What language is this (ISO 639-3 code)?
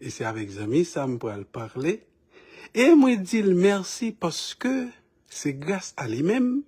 hat